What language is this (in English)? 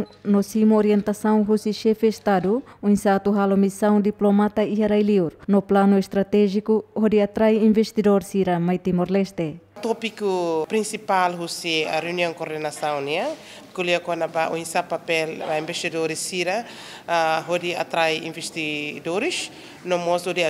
Tetum